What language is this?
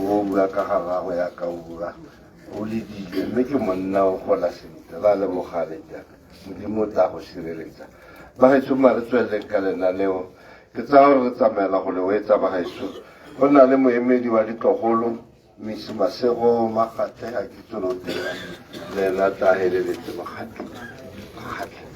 Tswana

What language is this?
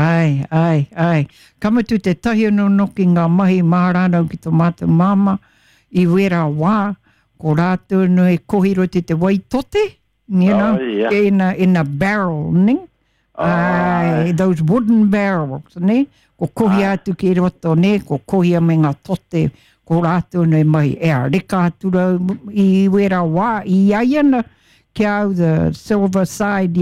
Māori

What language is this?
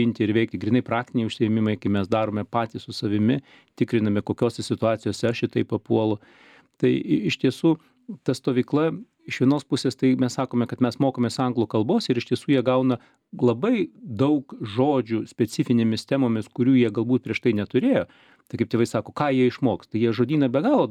Lithuanian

